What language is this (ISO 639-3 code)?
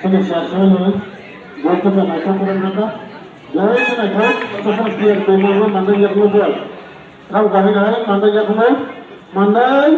trp